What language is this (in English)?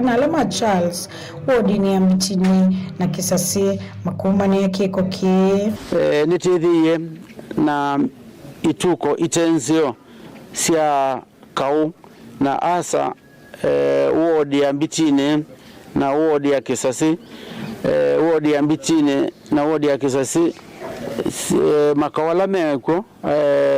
Kamba